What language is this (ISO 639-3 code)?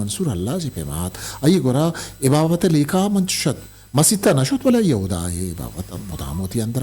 bgp